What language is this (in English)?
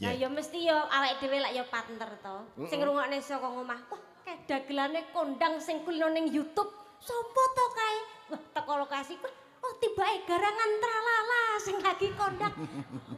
Javanese